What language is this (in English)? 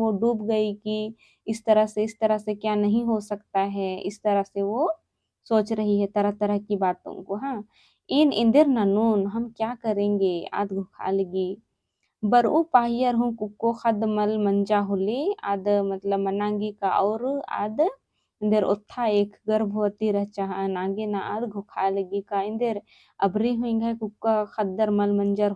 Kurukh